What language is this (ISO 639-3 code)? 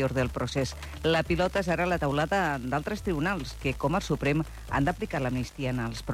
cat